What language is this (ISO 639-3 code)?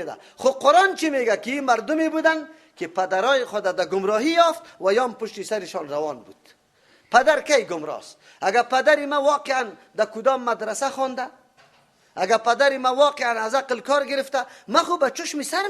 fas